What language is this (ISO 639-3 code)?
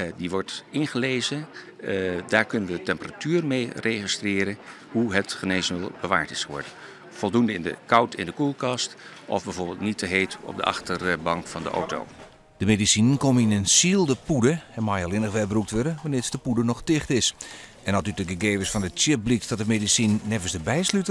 fry